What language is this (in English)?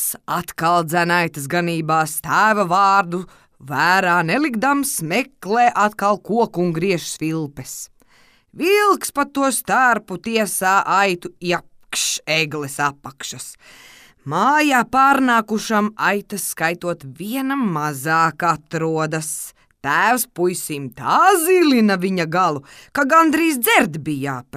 Latvian